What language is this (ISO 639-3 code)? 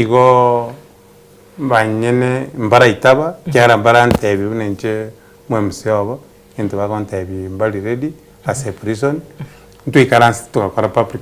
guz